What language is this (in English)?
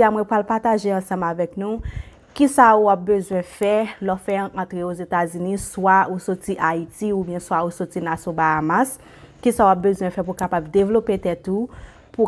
Haitian Creole